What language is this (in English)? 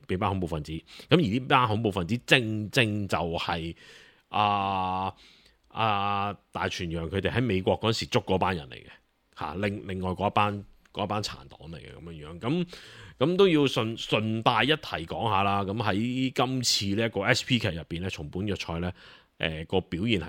Cantonese